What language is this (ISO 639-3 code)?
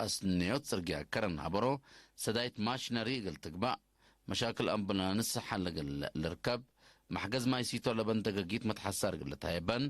tig